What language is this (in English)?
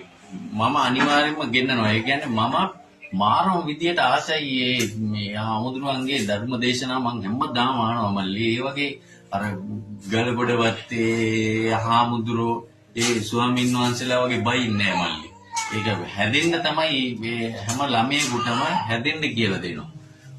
Sinhala